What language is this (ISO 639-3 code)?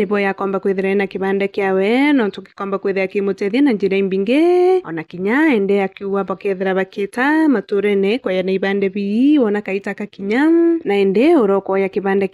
mer